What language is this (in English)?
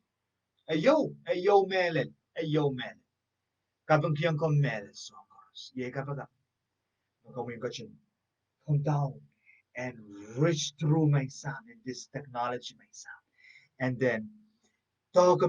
Pohnpeian